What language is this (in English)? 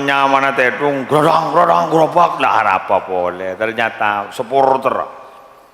Madurese